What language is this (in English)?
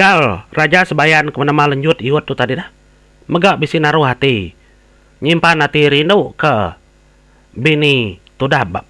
Iban